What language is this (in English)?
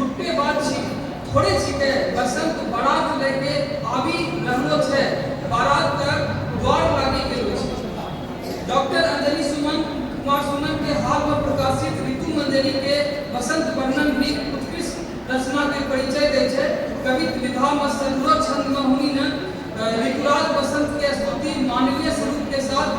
Angika